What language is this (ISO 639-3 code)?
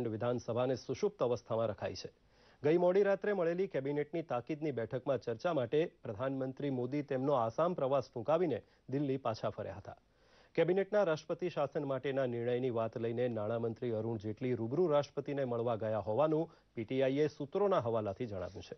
guj